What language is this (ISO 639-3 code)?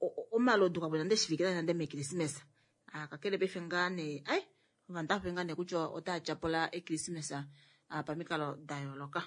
kua